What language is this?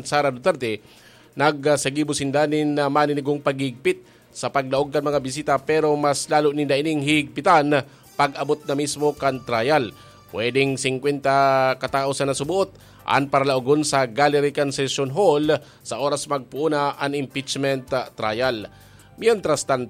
Bikol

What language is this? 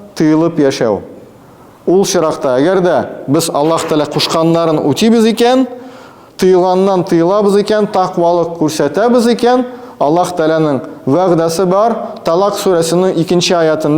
Tatar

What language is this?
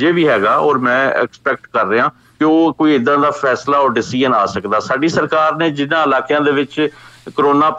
Punjabi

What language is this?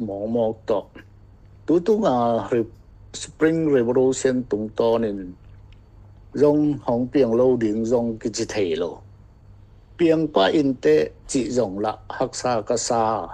Tedim Chin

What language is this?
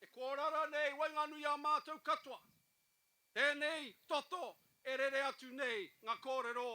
Māori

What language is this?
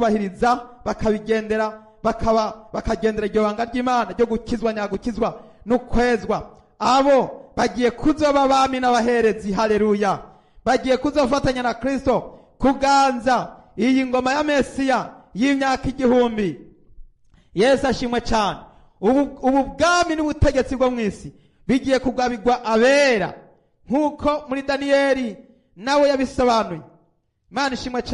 Rundi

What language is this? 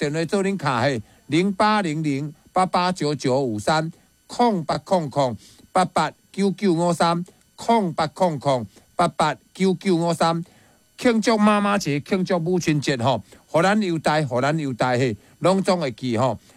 Min Nan Chinese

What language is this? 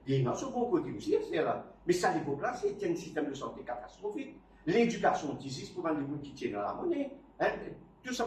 Morisyen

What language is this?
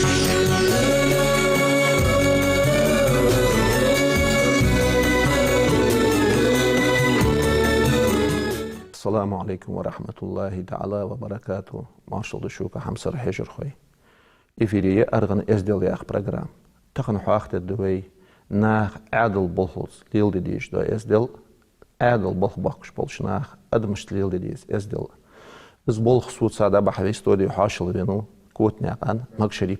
Ingush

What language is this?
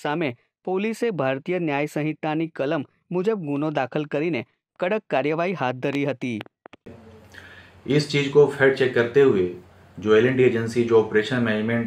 Gujarati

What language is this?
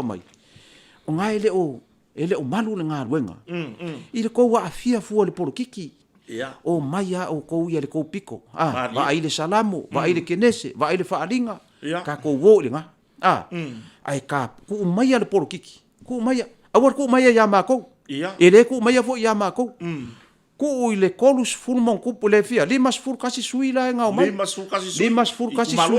Samoan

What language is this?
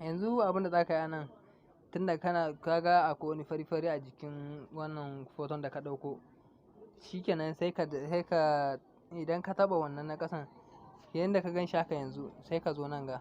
Hausa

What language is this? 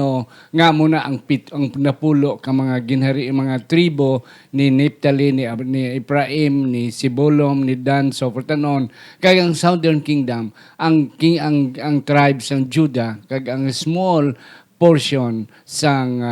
Hiligaynon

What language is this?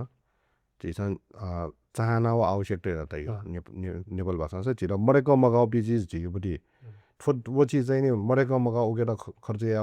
Newari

